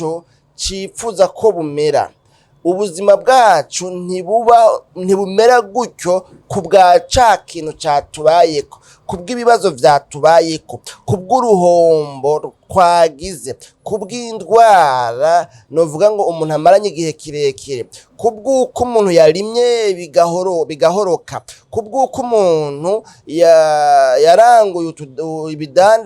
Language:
Rundi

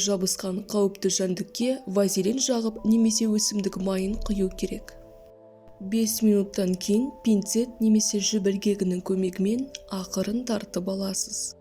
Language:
Kazakh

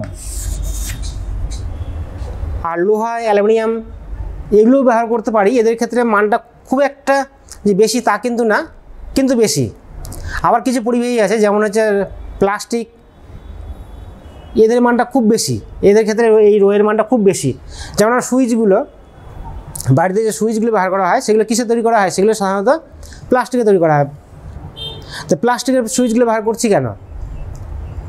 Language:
Bangla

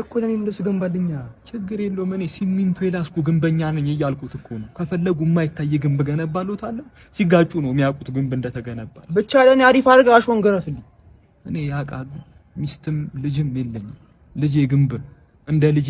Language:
Amharic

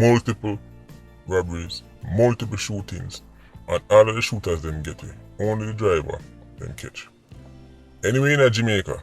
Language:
Jamaican Creole English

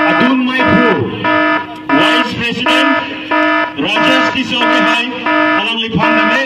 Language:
Karbi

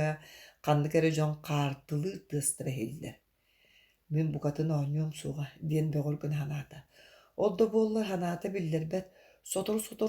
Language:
Yakut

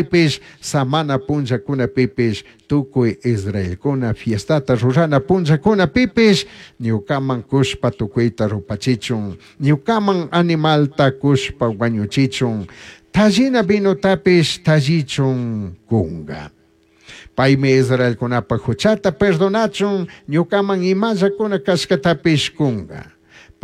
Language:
Chimborazo Highland Quichua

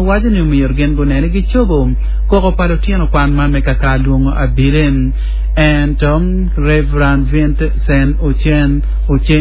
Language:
Acoli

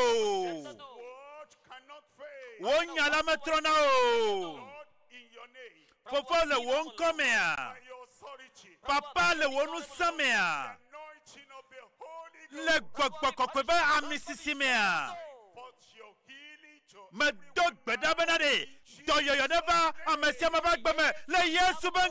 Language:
Ewe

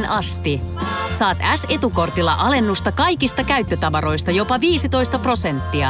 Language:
Finnish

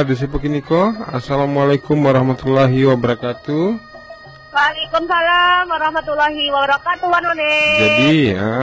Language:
Minangkabau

